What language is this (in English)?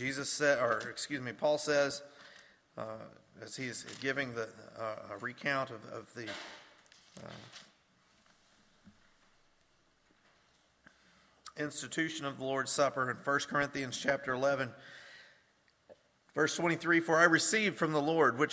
English